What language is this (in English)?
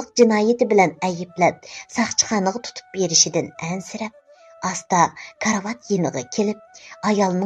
Uyghur